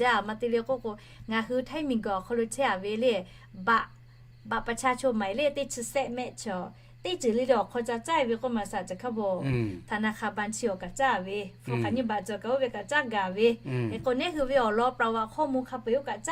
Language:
Lahu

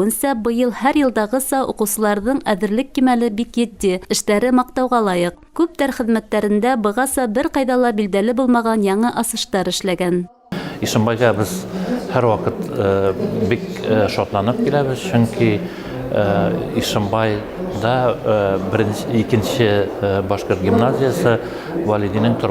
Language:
Bashkir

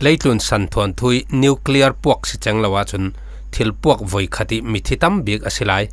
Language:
Falam Chin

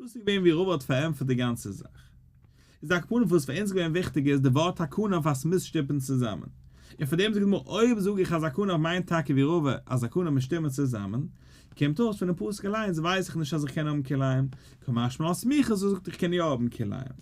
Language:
Yiddish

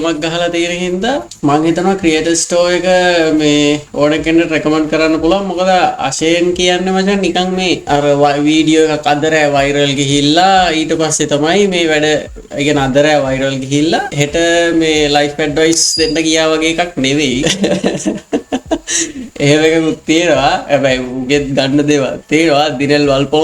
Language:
Sinhala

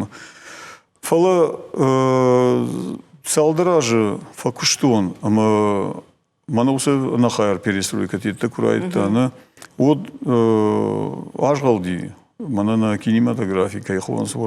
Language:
Ossetic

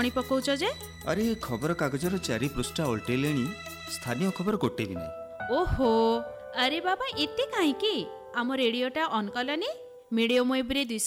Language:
Odia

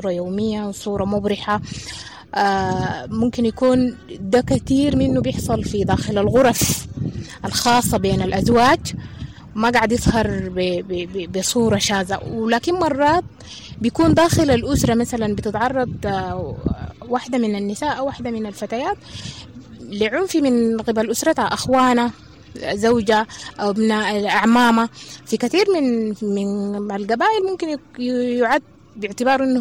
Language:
Sudanese Arabic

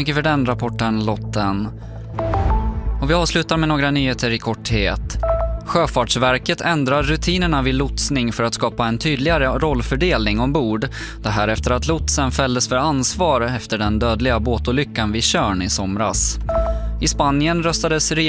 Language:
Swedish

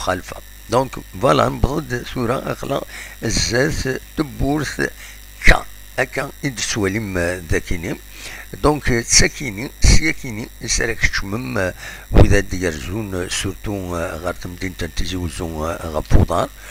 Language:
Kabyle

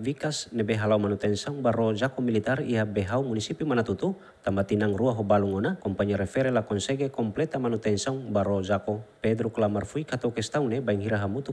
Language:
Tetum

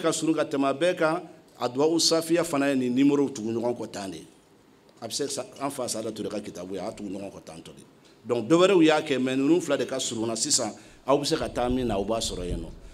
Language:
Bambara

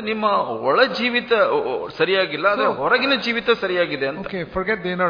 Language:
Kannada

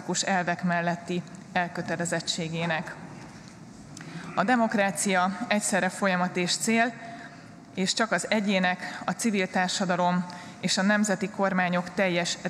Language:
Hungarian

